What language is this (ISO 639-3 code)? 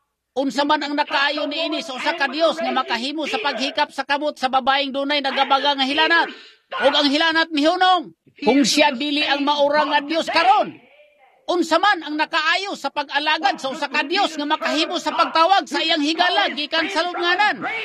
ceb